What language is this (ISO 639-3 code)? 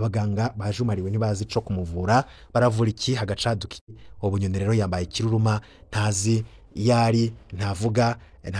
run